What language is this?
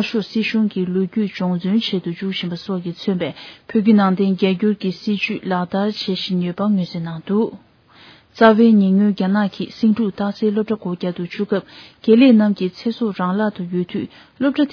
Tibetan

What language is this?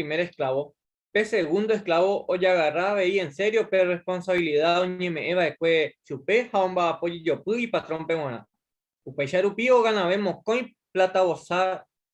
Guarani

